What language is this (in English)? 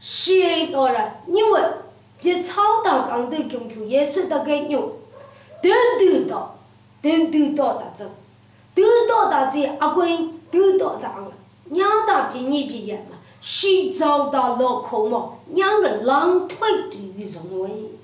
Lashi